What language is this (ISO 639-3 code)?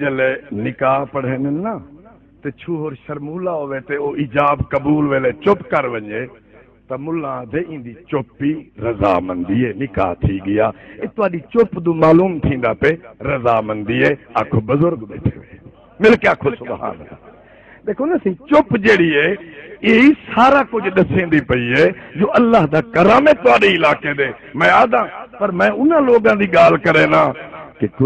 skr